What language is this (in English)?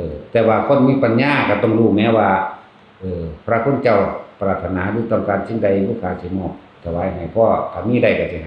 Northeastern Thai